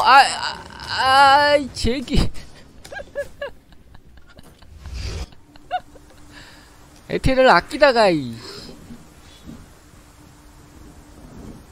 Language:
Korean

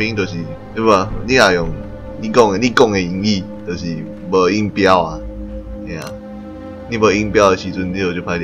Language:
Min Nan Chinese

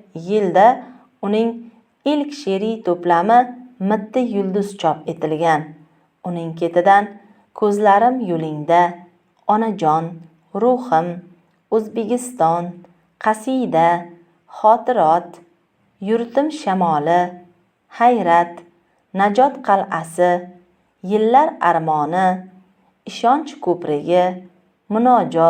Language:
Uzbek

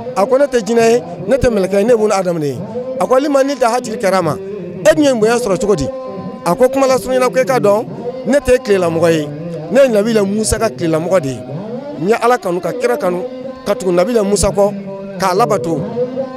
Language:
Bambara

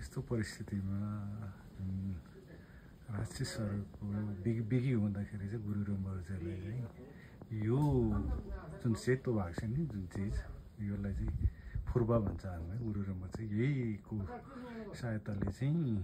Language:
Nepali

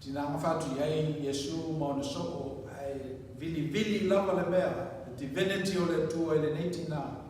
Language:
Samoan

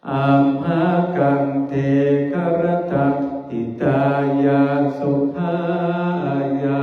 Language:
Pali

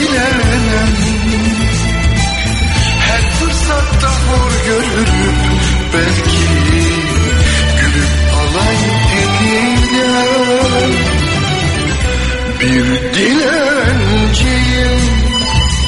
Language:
Turkish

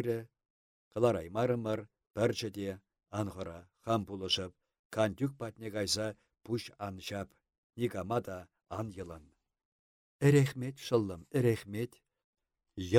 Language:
Chuvash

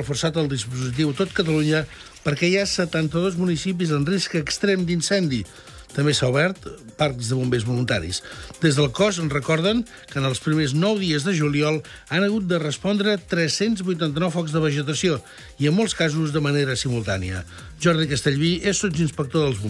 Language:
Catalan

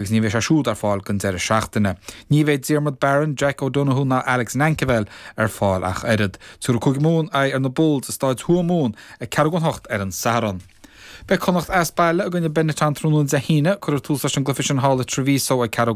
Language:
Irish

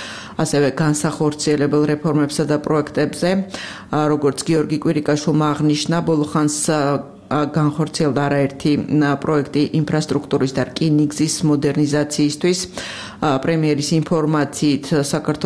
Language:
Georgian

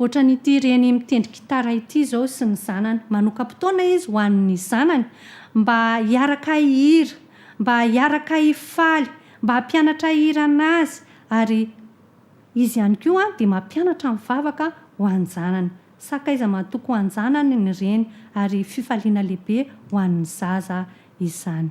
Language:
Malagasy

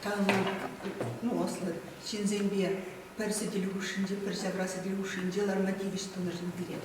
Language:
Chuvash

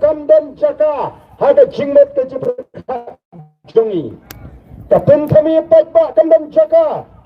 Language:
Khasi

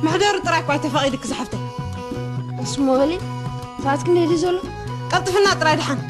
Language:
Tigrinya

